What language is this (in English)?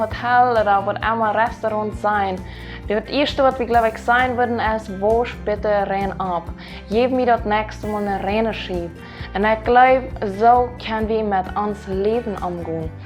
Plautdietsch